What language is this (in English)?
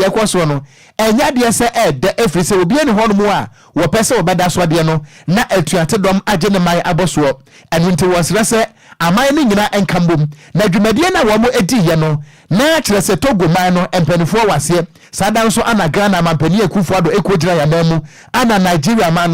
Akan